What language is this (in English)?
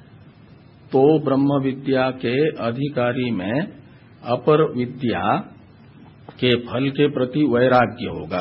Hindi